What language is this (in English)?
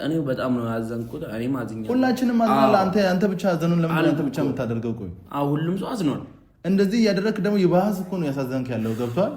Amharic